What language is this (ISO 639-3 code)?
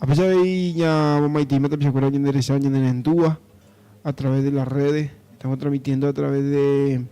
grn